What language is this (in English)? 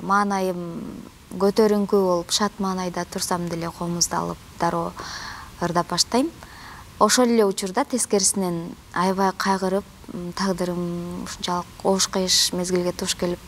Kyrgyz